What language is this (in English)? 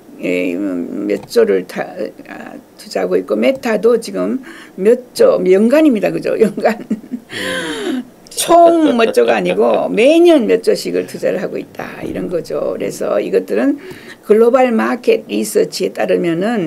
Korean